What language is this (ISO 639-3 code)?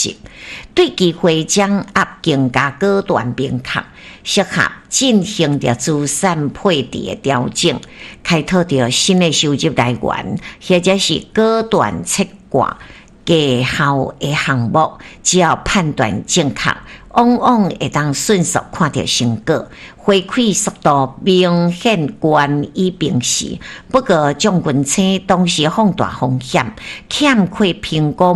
nan